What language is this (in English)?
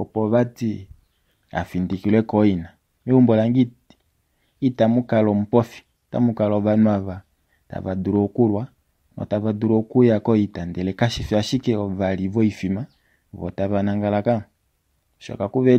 Kuanyama